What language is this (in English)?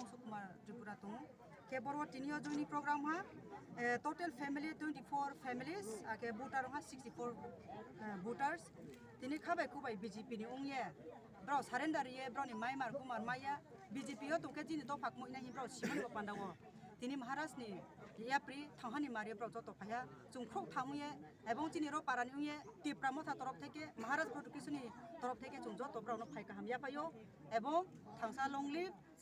Kok Borok